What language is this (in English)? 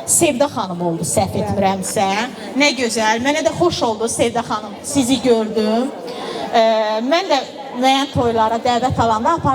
Azerbaijani